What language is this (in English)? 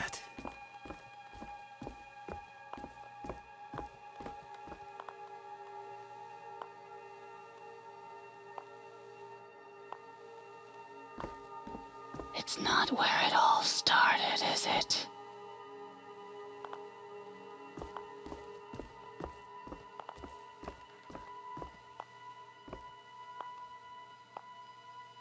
English